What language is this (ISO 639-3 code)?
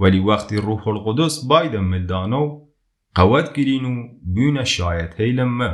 ckb